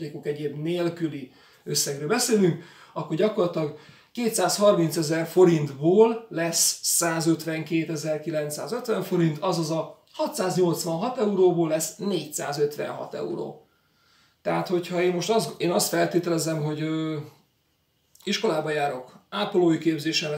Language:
Hungarian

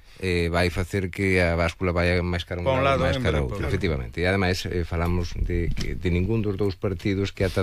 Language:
Galician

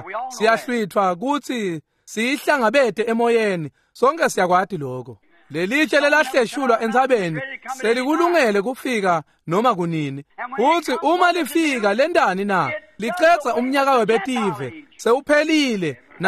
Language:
Swati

